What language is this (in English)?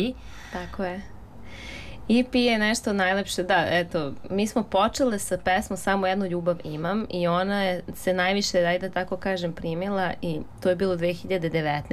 Serbian